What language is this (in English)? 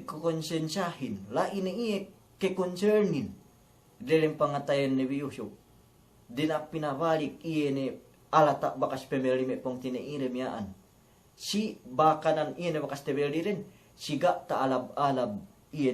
Yakan